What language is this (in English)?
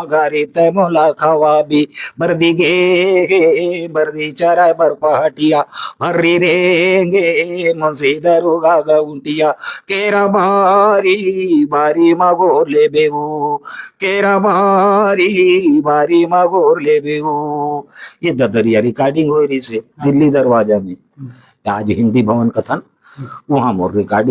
Chhattisgarhi